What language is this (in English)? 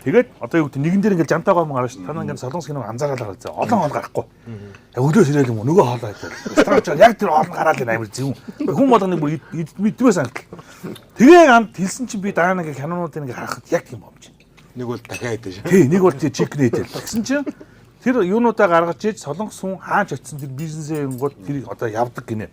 Mongolian